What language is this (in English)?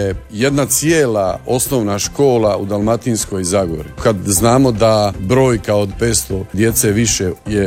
Croatian